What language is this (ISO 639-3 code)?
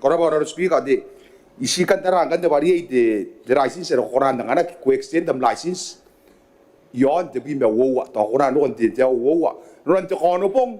gil